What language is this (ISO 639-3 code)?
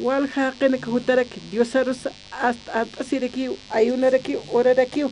aym